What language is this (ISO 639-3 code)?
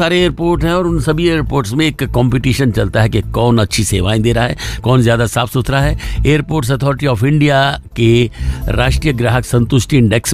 hin